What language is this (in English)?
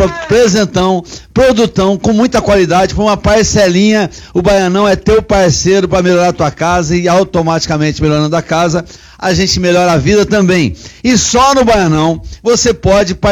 Portuguese